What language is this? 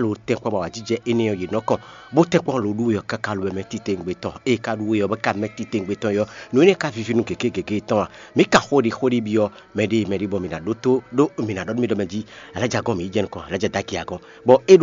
Fon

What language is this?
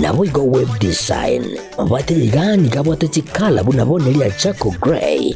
Gusii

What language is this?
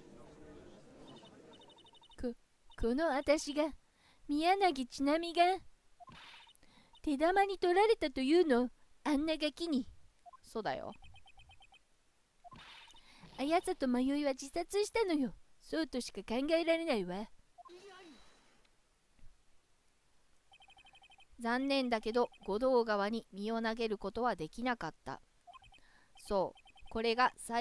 Japanese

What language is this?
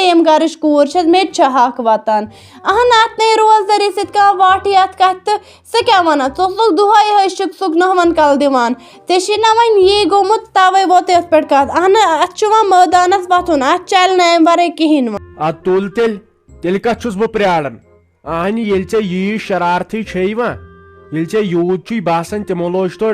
Kashmiri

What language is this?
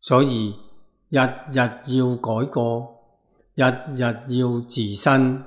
Cantonese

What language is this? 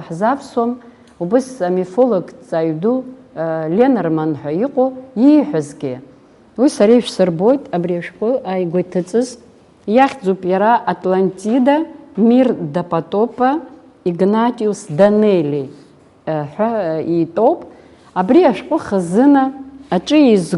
Abkhazian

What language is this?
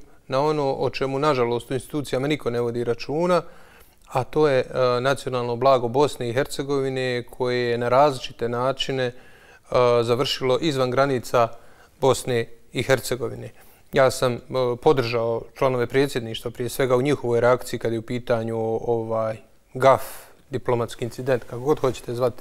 Bosnian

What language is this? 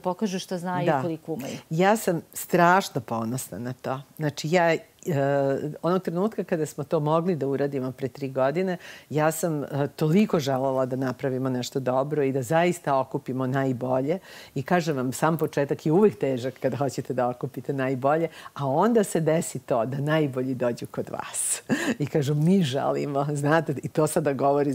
Serbian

